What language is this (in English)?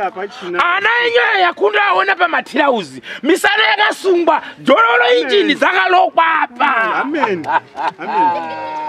Shona